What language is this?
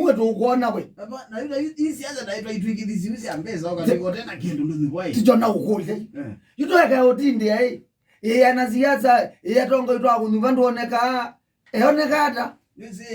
Kamba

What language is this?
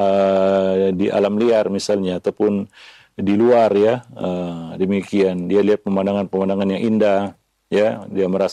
Indonesian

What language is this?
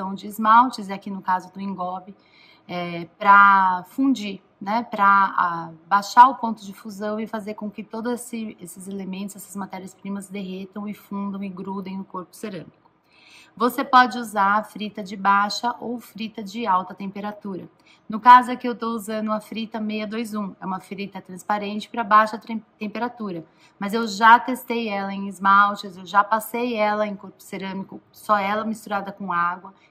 Portuguese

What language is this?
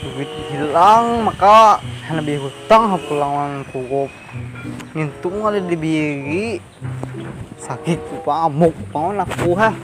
Banjar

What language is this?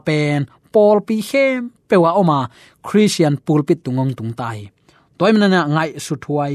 Tedim Chin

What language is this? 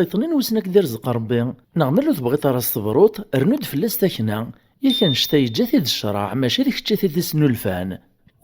Kabyle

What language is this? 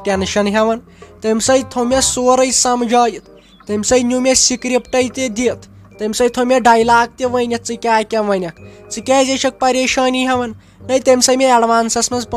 Kashmiri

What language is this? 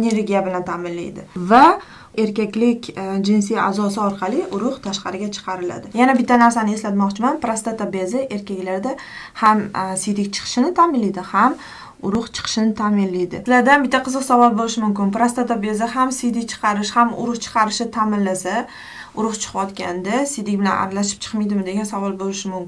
Uzbek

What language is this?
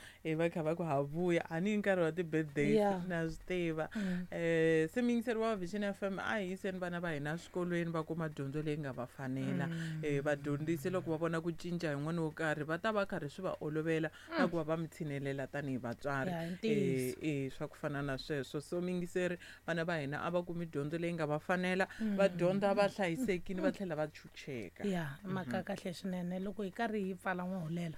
Tsonga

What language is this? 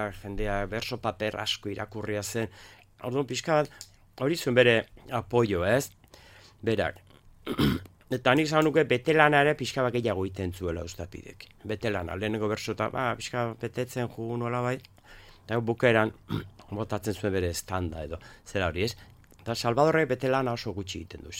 Basque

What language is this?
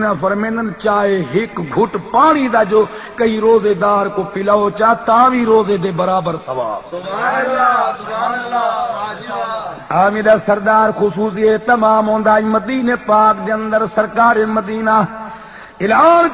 Saraiki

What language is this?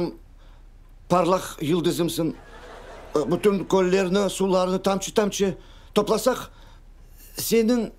Crimean Tatar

